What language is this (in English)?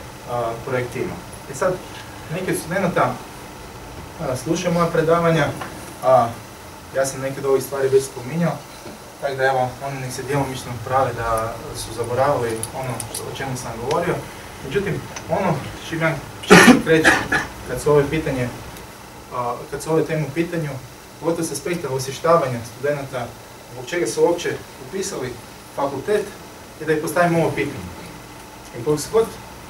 Croatian